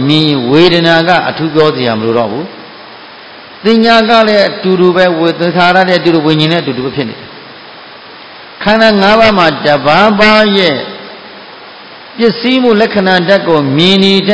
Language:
Burmese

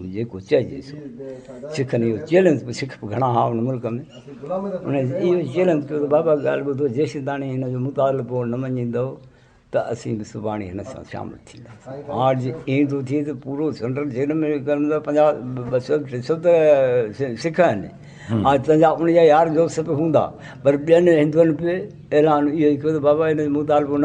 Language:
Sindhi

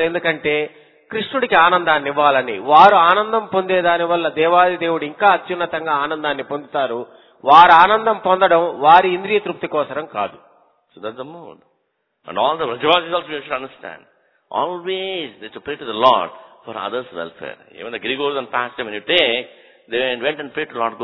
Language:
Telugu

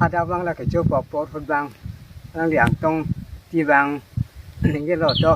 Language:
Karbi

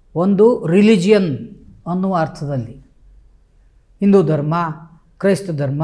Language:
Kannada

